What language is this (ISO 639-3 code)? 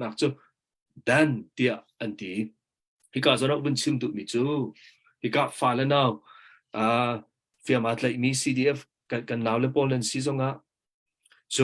cnh